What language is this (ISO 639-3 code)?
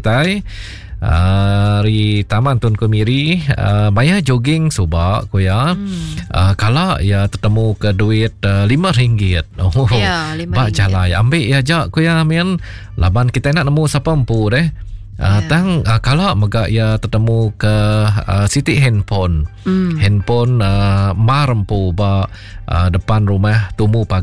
iba